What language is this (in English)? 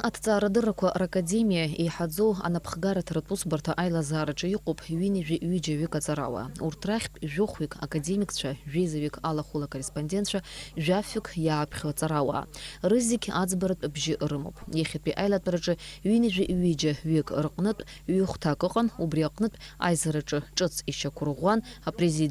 Abkhazian